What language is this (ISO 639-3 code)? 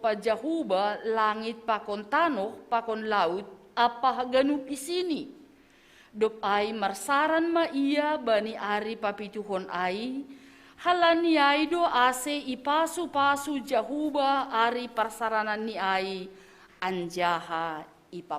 bts